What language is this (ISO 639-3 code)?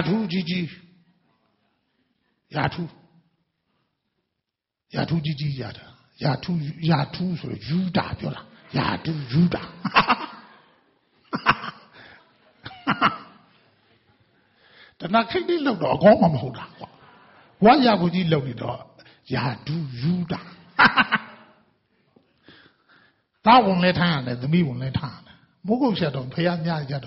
mya